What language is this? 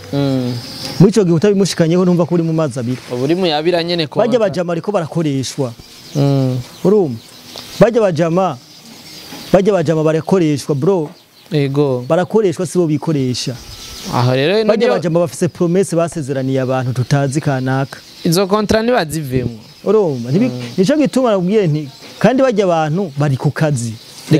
Rundi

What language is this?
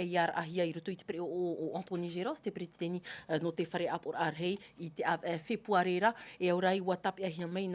Tahitian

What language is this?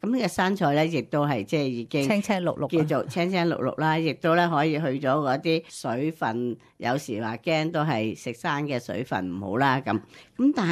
Cantonese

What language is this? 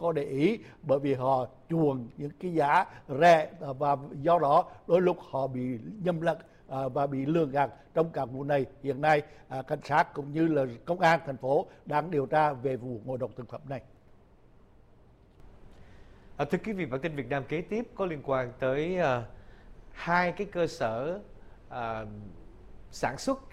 Vietnamese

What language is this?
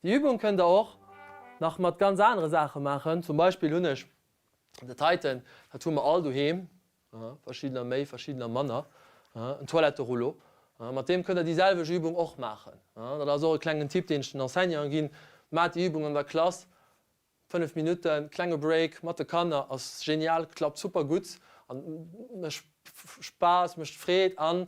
Luxembourgish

